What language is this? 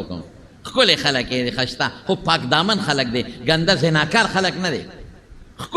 Pashto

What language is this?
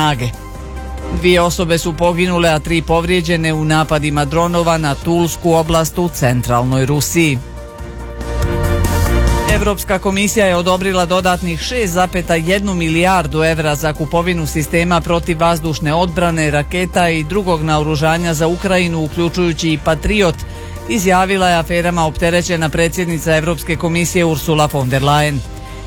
Bosnian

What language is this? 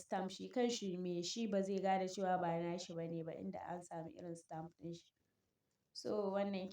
Hausa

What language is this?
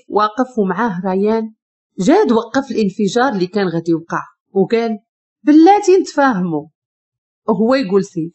Moroccan Arabic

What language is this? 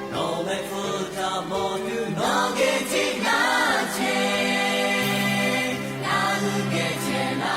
Lahu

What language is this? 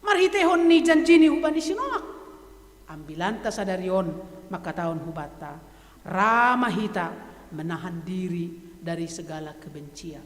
Batak Simalungun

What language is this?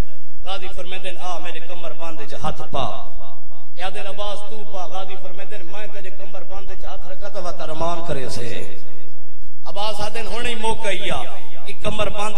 Saraiki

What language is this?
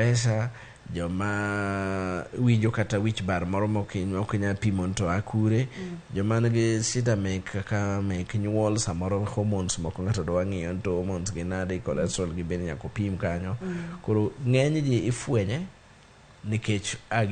Luo (Kenya and Tanzania)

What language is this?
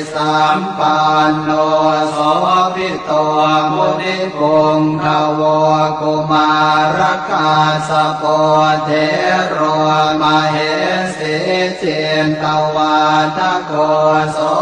Pali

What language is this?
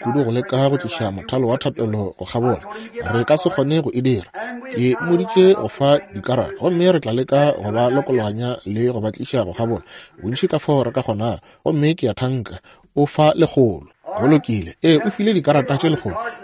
Northern Sotho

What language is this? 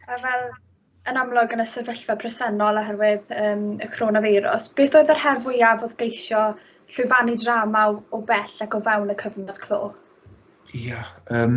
Welsh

